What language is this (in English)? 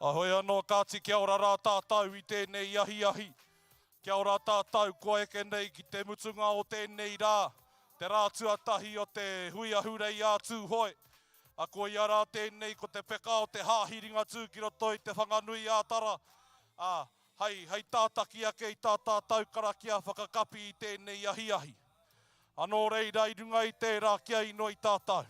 Māori